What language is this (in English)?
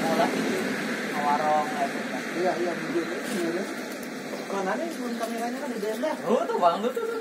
Banjar